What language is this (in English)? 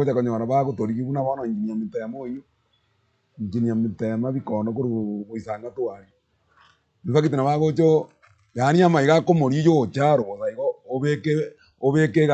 Gusii